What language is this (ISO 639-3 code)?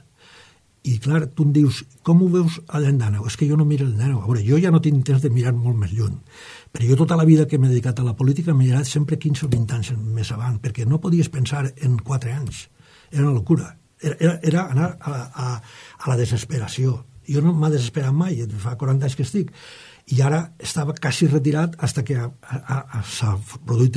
cat